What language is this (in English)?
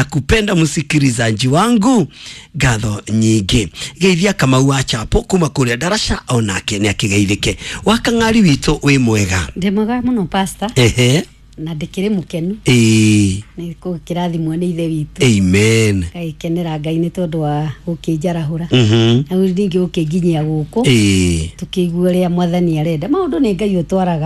Kikuyu